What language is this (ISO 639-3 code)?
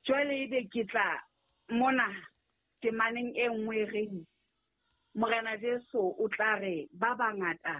sot